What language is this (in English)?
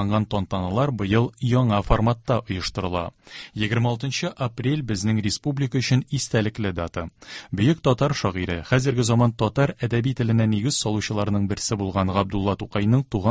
Tatar